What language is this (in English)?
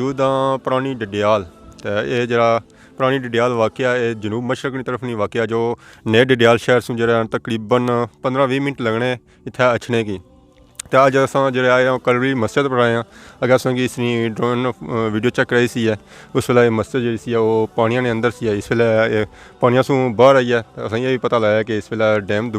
Pahari-Potwari